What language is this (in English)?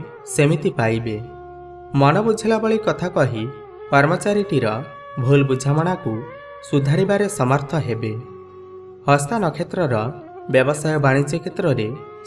Odia